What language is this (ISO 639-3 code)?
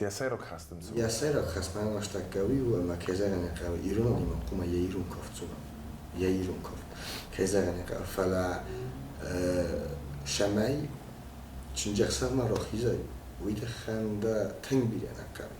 oss